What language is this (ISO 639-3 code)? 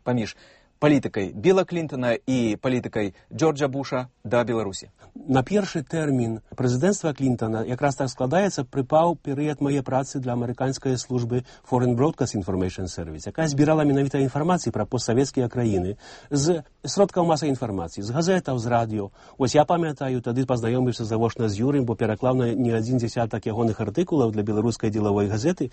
bel